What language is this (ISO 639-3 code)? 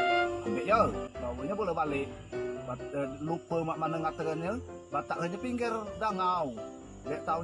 mui